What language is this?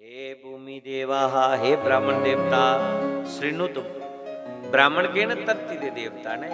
Dogri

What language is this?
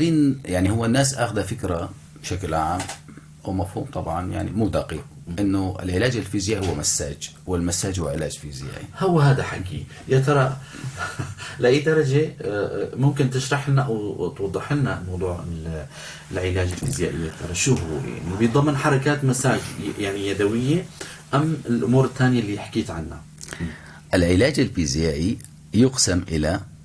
North Levantine Arabic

